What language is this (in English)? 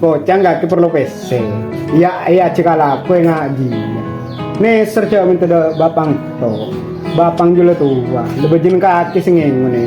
Madurese